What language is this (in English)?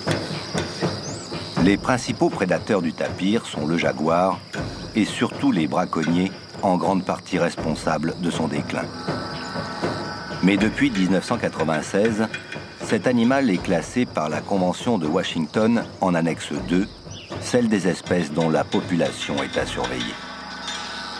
French